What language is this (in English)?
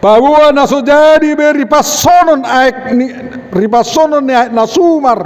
Batak Toba